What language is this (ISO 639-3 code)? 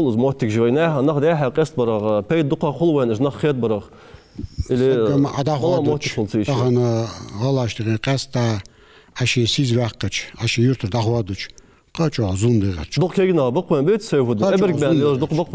inh